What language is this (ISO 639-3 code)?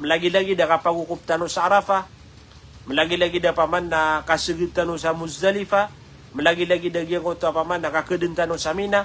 mrw